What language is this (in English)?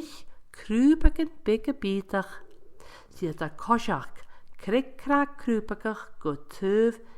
Scottish Gaelic